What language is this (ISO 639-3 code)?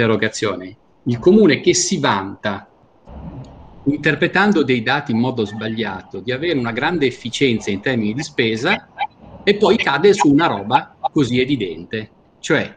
ita